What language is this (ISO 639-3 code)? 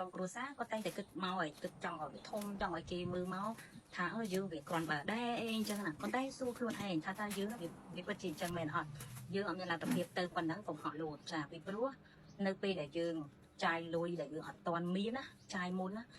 khm